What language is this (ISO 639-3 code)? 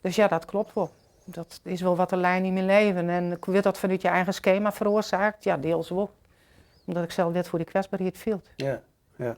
fry